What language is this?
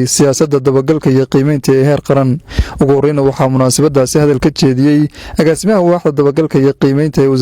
Somali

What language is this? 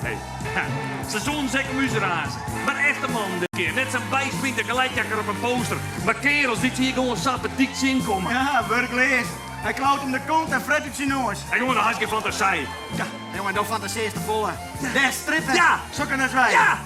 Western Frisian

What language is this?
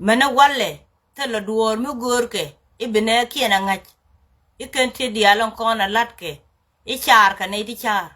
Nuer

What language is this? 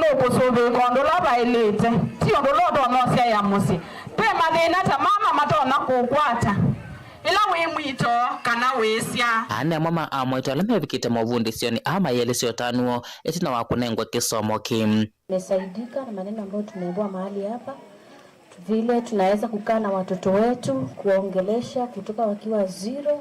Kamba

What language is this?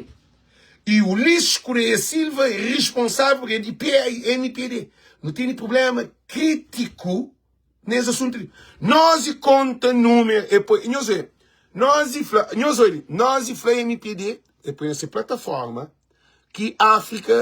Kabuverdianu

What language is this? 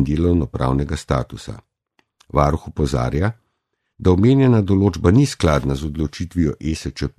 Slovenian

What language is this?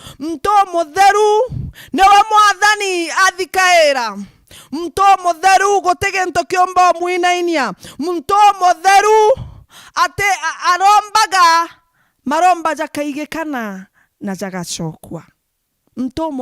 Meru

